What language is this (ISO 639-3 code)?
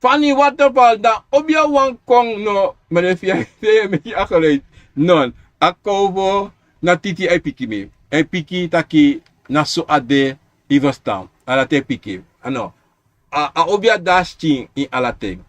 srn